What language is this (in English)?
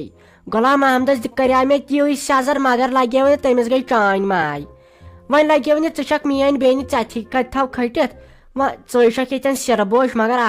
Kashmiri